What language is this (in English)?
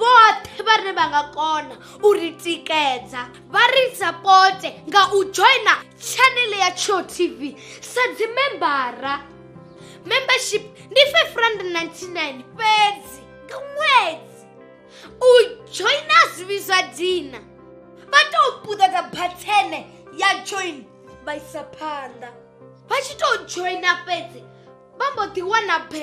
Venda